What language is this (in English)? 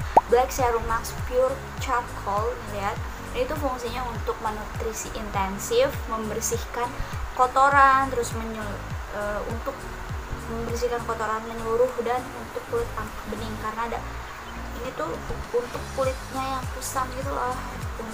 Indonesian